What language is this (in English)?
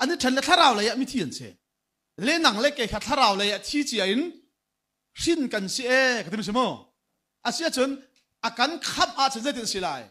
Hakha Chin